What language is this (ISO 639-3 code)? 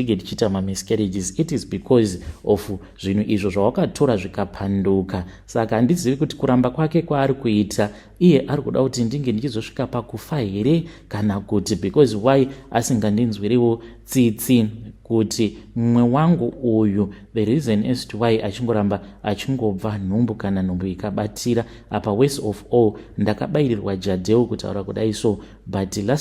sna